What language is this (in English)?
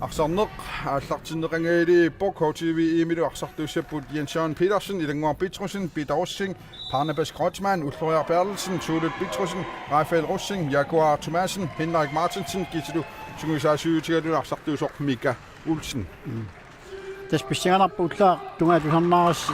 Kalaallisut